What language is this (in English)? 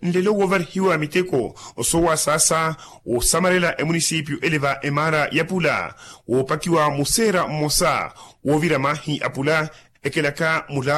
Makhuwa